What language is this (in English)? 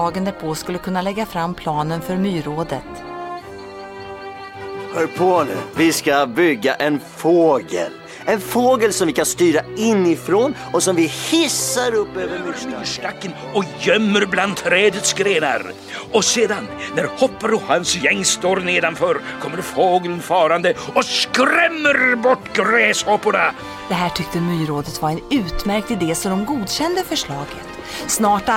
Swedish